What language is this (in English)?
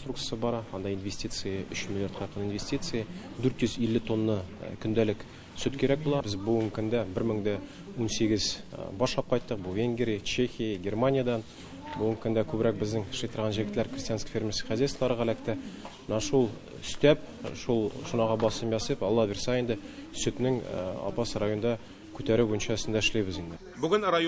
Tatar